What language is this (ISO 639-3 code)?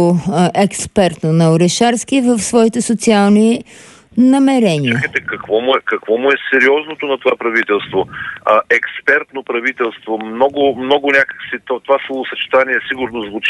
bul